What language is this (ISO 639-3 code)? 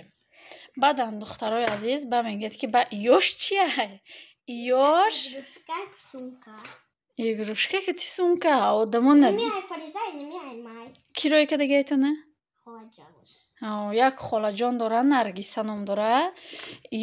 tgk